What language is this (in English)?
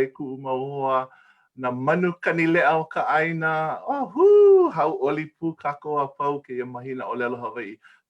Hawaiian